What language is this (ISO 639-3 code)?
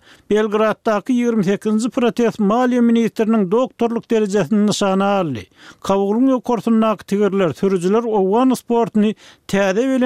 tuk